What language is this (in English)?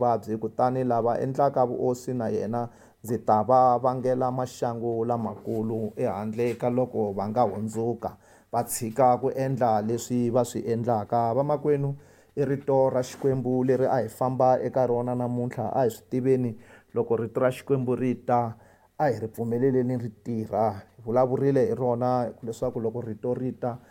Tsonga